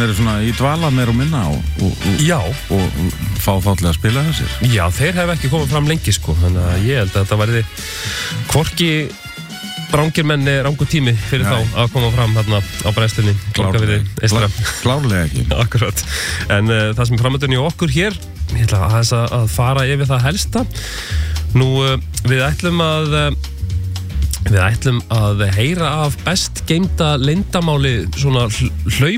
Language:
Icelandic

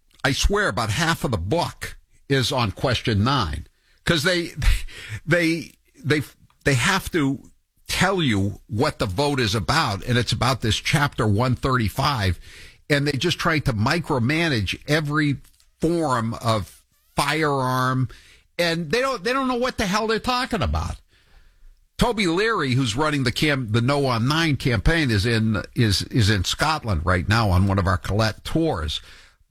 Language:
English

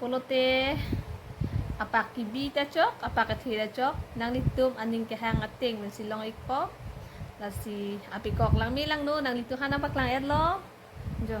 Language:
Karbi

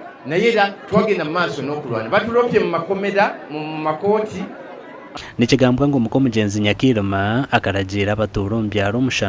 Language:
Nyankole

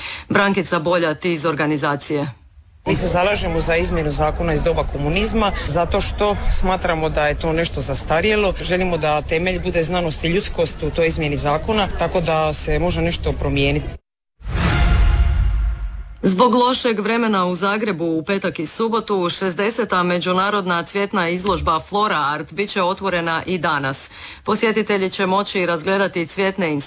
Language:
Croatian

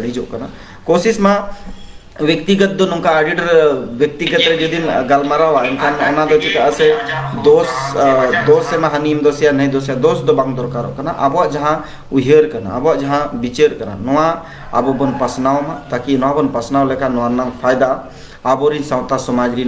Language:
Santali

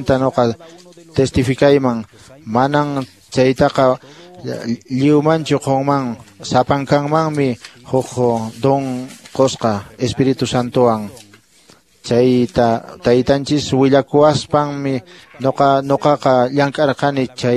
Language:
Quechua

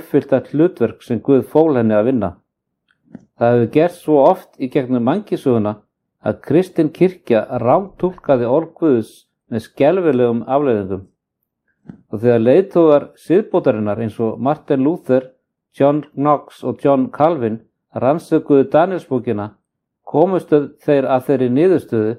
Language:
Icelandic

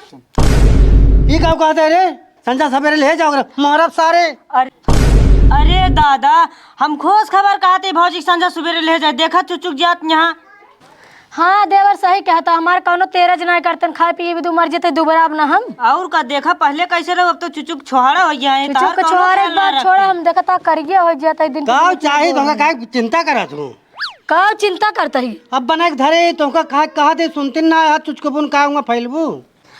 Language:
Awadhi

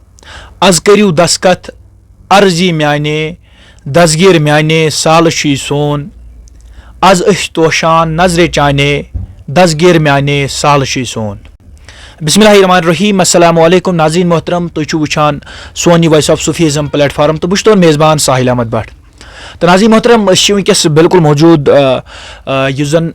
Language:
Kashmiri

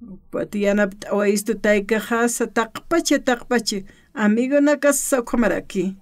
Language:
Aymara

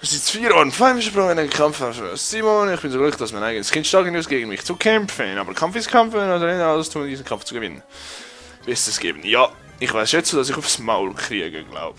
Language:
Swiss German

